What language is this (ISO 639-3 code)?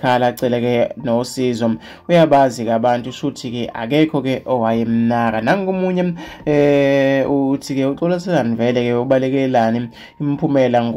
zul